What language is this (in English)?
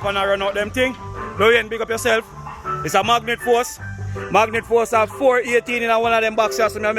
Jamaican Creole English